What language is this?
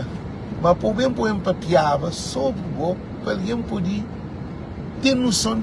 Kabuverdianu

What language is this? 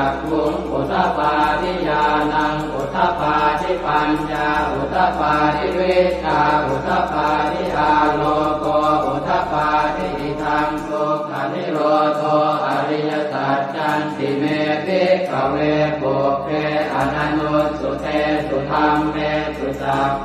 Pali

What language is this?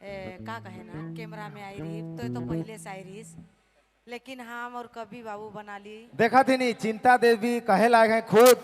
Sadri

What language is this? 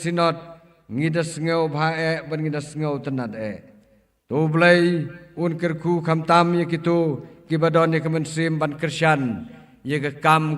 Khasi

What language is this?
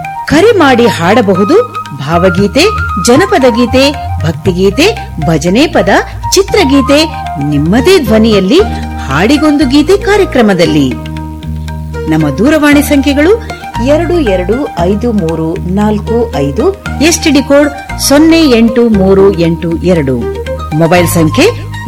Kannada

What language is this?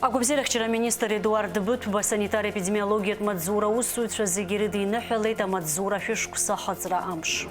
Abkhazian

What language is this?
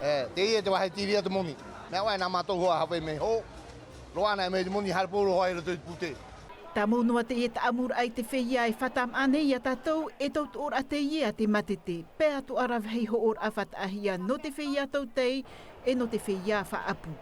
Tahitian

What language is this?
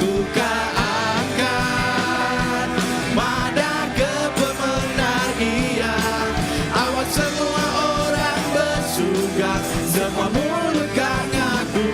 Iban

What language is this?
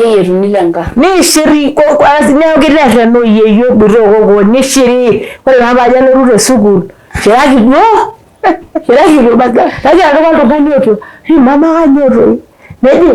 Masai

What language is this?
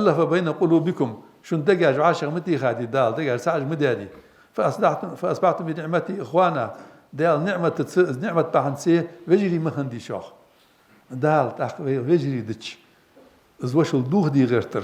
Ingush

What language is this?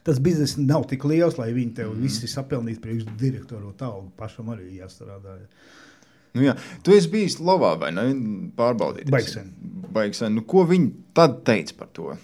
Latvian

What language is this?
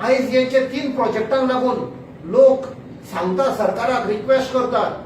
Konkani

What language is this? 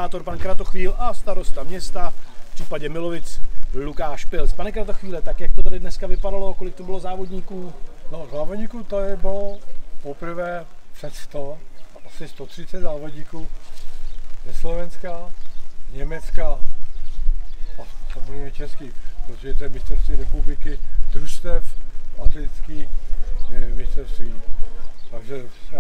Czech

